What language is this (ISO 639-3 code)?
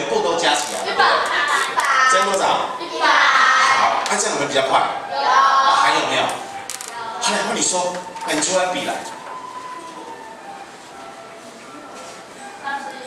zho